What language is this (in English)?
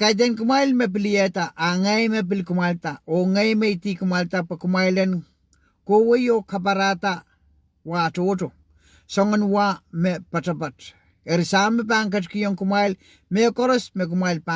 Pohnpeian